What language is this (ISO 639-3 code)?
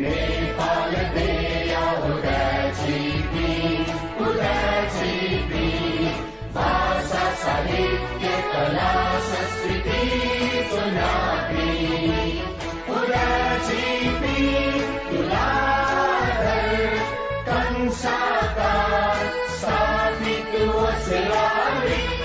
new